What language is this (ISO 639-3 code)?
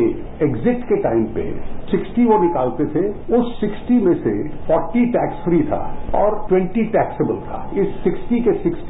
hin